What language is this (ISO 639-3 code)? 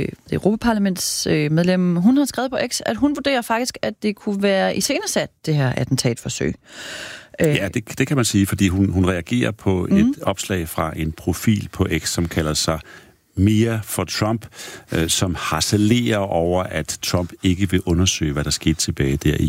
dan